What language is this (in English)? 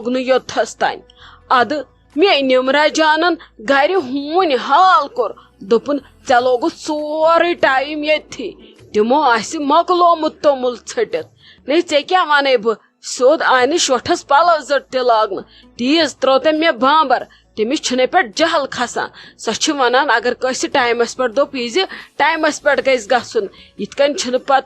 Kashmiri